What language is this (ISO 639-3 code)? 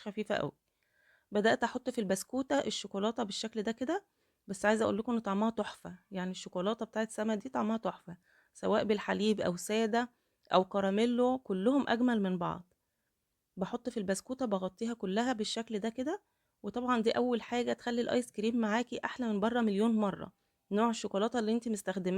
arz